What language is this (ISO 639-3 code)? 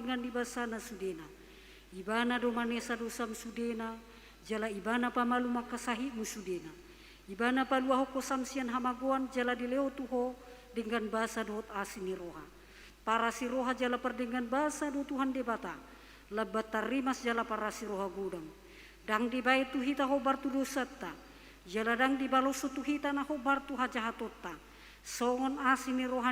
bbc